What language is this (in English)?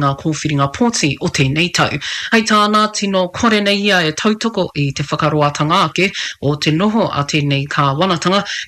Māori